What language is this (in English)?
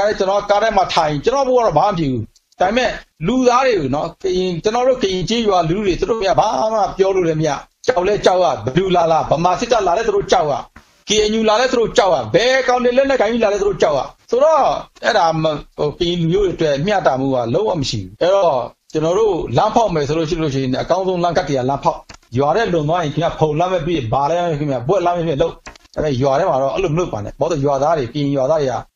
Burmese